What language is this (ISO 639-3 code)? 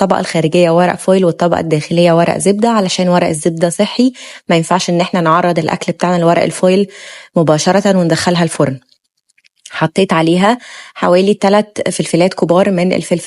arz